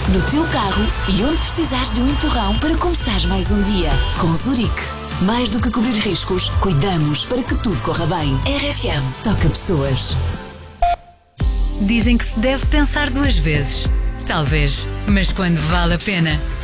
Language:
Portuguese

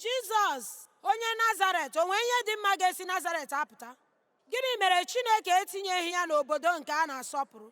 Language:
Igbo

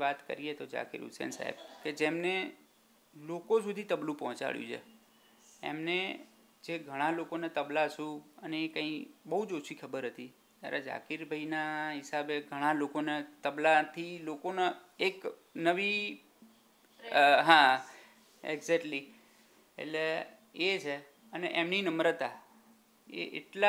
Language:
Gujarati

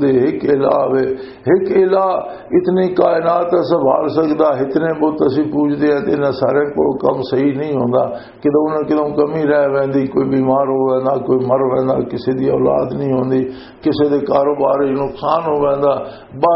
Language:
Western Panjabi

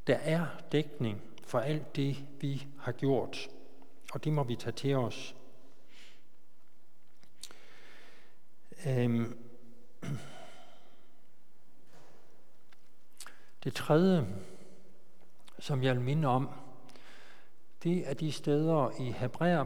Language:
Danish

